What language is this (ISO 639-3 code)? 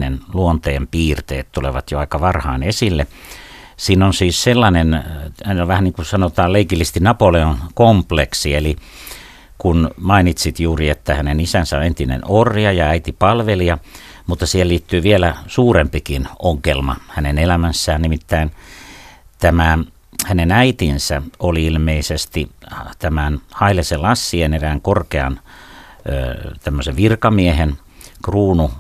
fin